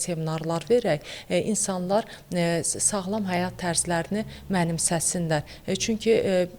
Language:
Azerbaijani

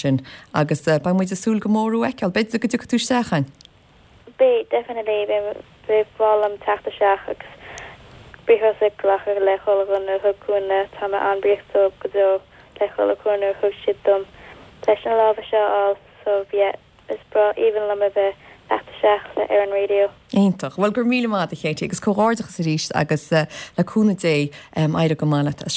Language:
Irish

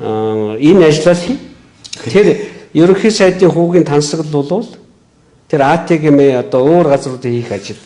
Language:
Mongolian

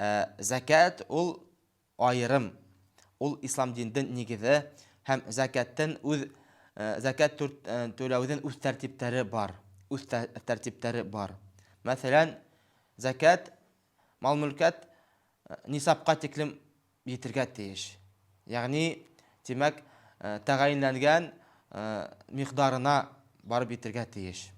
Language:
Bashkir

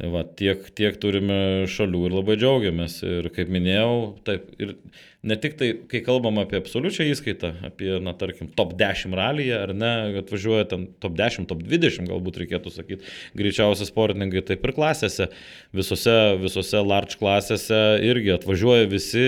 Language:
Lithuanian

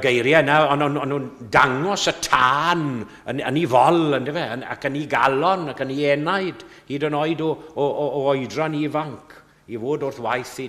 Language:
Welsh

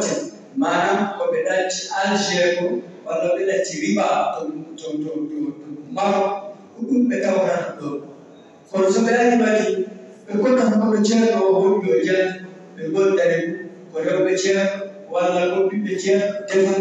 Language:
Fula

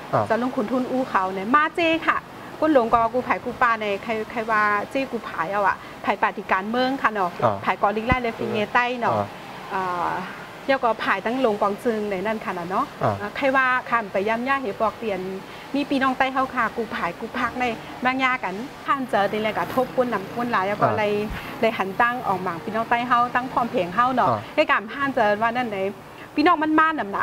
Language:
Shan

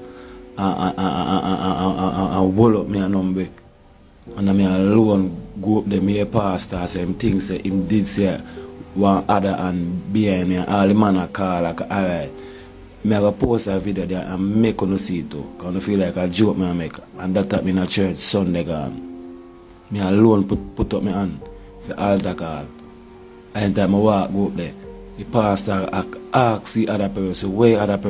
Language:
Jamaican Creole English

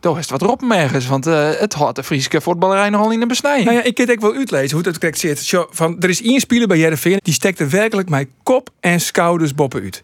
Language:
Western Frisian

